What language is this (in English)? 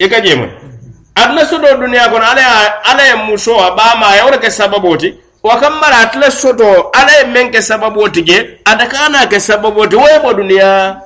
Mandingo